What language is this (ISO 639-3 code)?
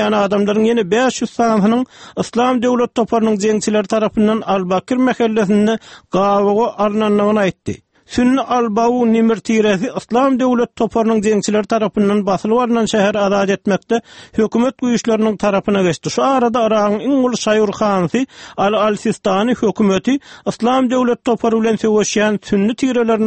tuk